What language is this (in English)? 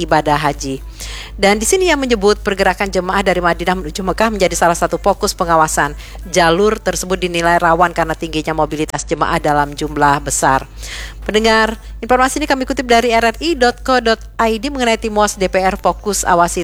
Indonesian